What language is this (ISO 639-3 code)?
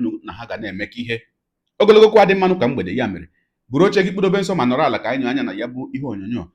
ibo